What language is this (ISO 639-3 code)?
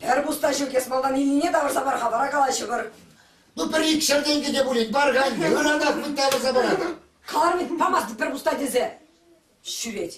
chv